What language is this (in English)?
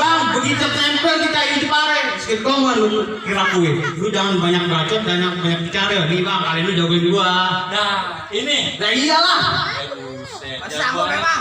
Betawi